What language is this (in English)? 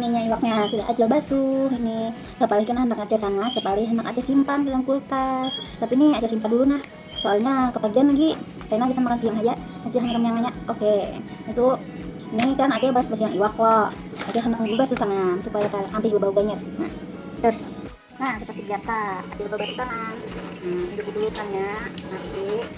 Banjar